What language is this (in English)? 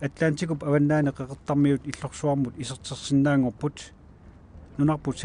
Kalaallisut